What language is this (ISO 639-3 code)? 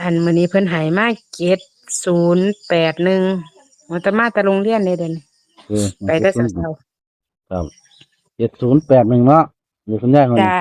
tts